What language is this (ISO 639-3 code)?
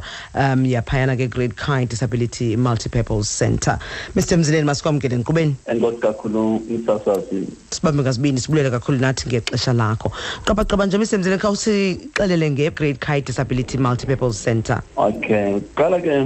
xho